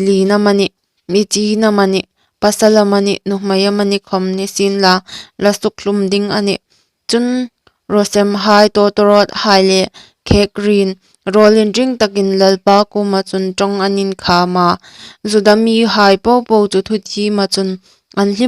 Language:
Hmar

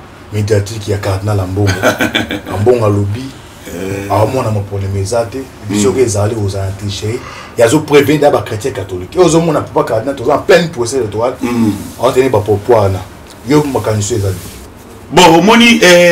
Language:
Lingala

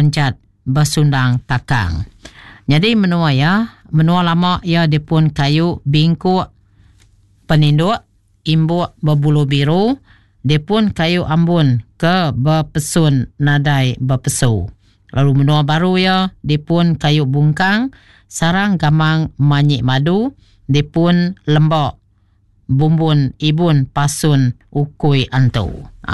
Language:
Iban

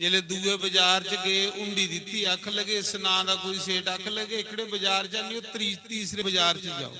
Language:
Dogri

